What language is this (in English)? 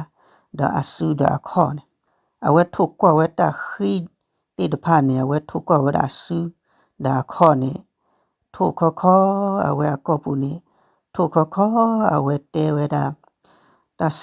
S'gaw Karen